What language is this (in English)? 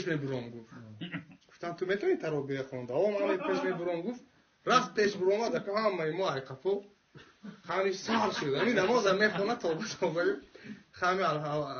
Tajik